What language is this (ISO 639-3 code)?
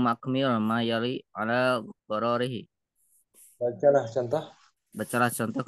ind